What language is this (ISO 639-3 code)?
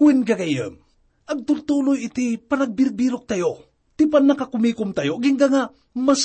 ilo